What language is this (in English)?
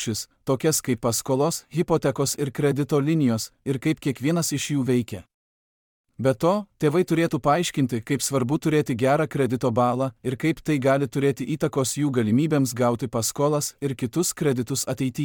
Lithuanian